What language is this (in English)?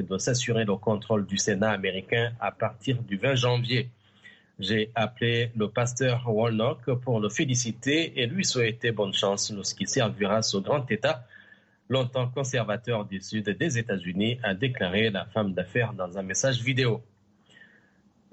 French